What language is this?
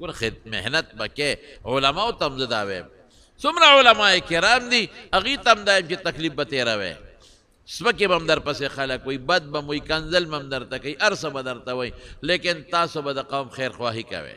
Pashto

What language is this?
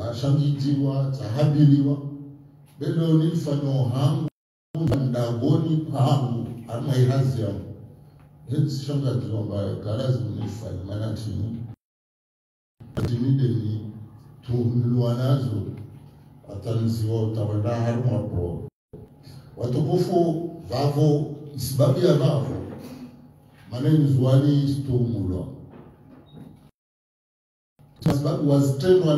Swahili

